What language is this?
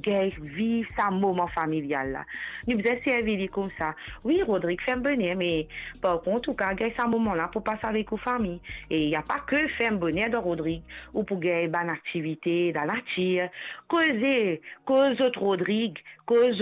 Morisyen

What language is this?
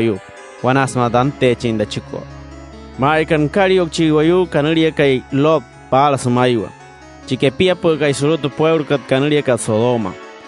Wayuu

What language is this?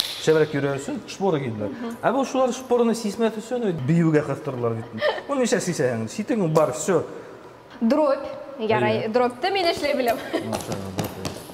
Bashkir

